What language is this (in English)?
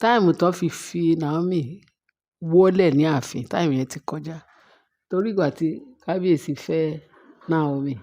Yoruba